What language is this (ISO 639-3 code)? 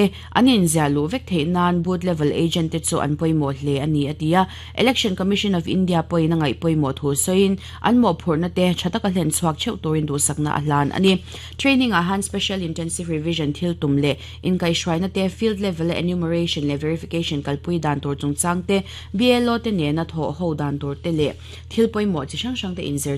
lus